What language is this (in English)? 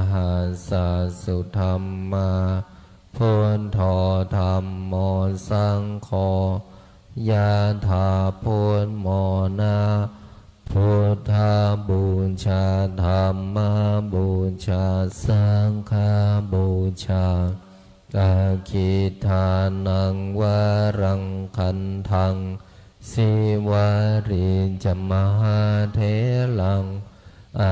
Pali